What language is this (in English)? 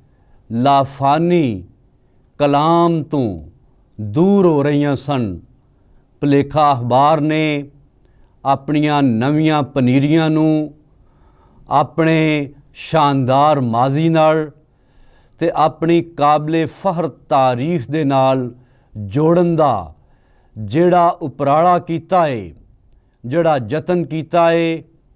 Western Panjabi